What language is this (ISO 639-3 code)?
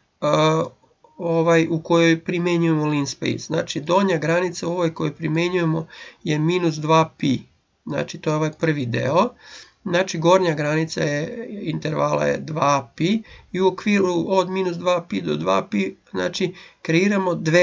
srp